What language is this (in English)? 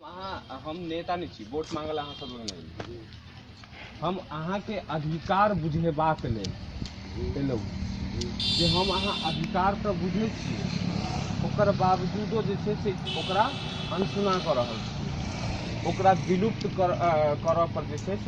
Maithili